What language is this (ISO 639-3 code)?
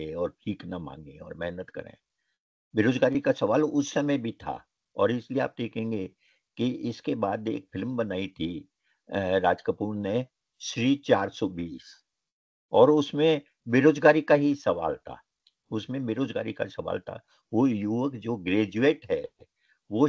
hin